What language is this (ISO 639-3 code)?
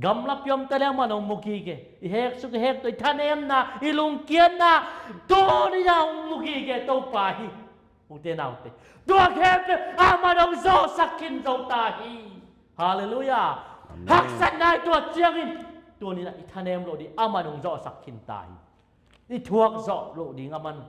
ctd